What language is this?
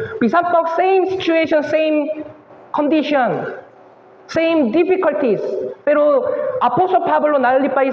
Cebuano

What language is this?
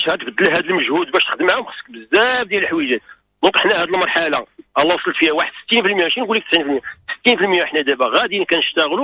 Moroccan Arabic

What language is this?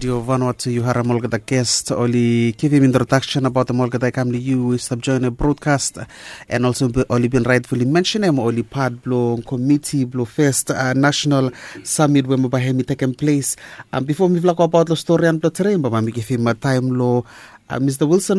Bislama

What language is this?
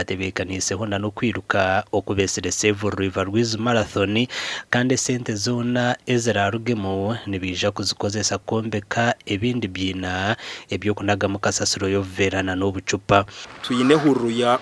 Nyankole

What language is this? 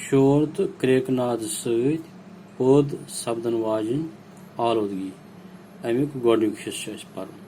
Kashmiri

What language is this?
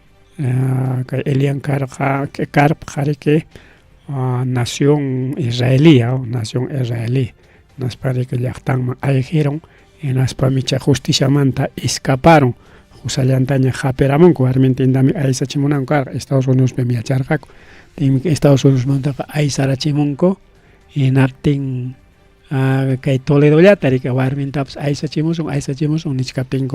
Ayacucho Quechua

